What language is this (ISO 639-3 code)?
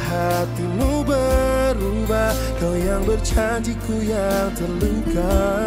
ind